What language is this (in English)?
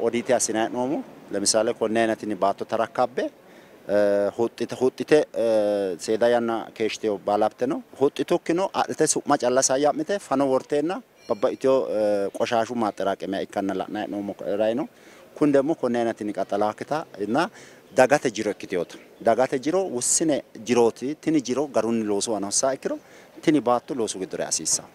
Sidamo